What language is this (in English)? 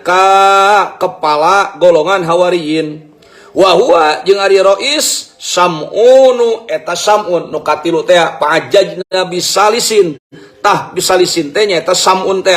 Sundanese